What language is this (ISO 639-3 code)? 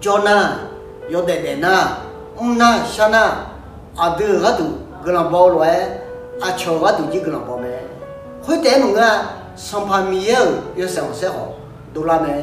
ahk